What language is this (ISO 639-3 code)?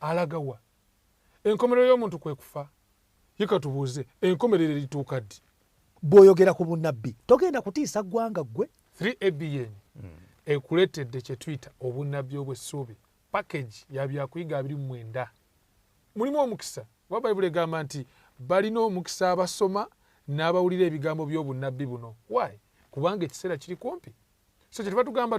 lug